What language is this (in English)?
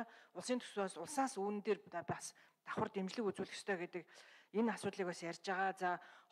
Mongolian